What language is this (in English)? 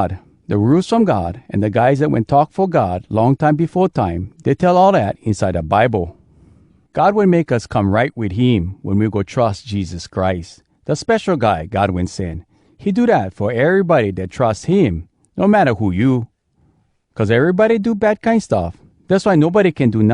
Hawai'i Creole English